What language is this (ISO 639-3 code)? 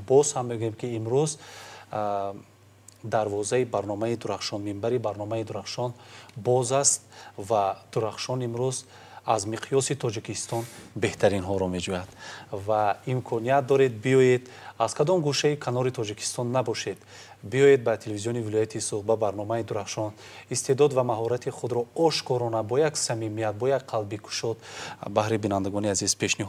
tgk